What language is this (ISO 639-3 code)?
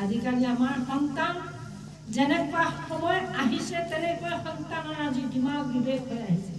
asm